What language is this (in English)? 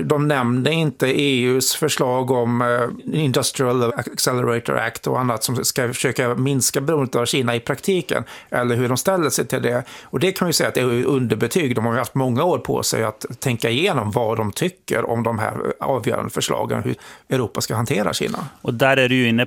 Swedish